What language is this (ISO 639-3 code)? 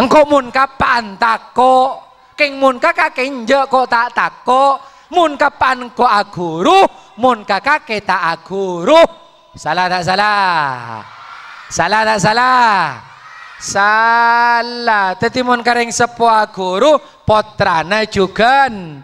mad